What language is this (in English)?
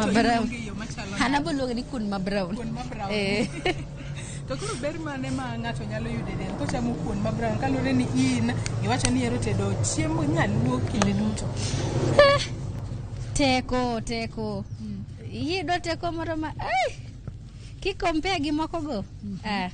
Luo (Kenya and Tanzania)